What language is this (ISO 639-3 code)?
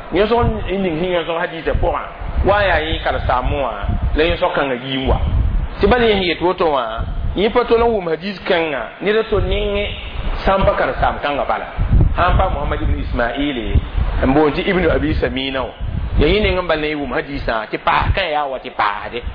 mos